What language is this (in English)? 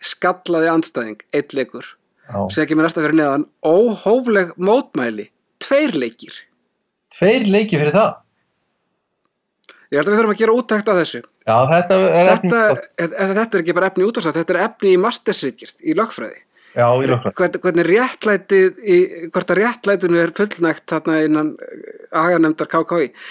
Icelandic